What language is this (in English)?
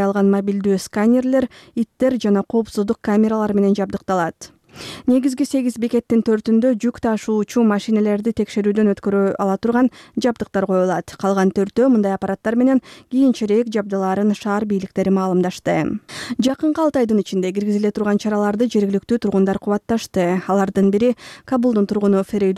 Kyrgyz